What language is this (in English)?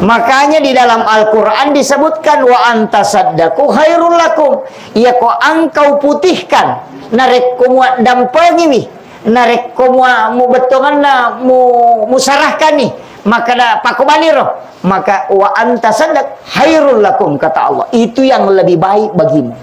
Buginese